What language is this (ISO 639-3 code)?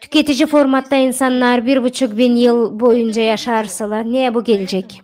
gag